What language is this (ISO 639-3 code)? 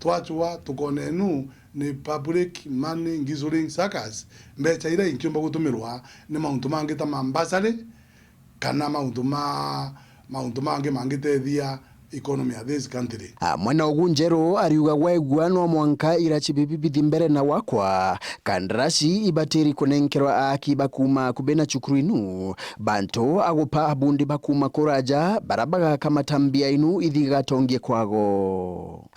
mer